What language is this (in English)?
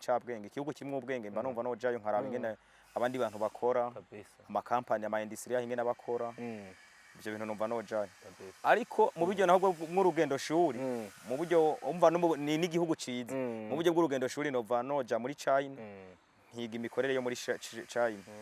Rundi